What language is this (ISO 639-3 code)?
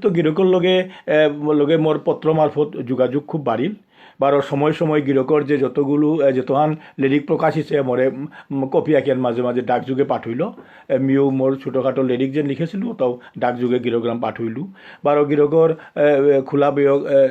bpy